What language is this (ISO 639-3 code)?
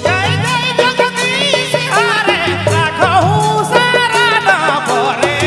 sck